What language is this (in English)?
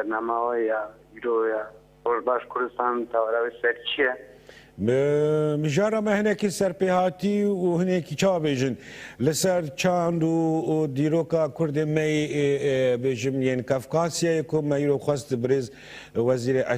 Kurdish